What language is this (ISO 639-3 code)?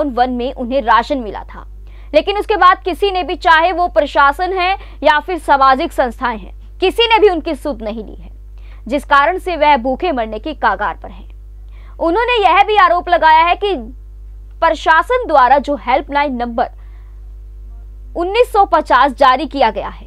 hin